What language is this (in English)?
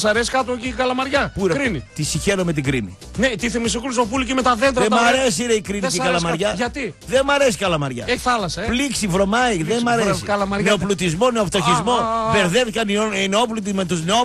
Greek